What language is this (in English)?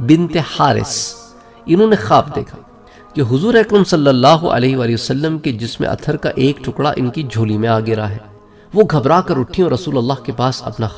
Urdu